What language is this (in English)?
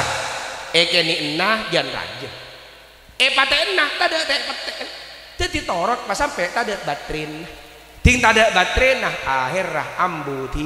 Madurese